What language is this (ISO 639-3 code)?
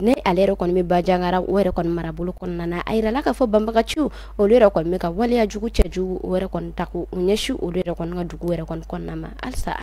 bam